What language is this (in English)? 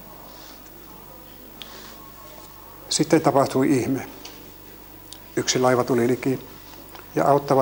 Finnish